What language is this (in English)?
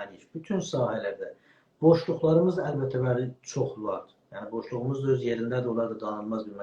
South Azerbaijani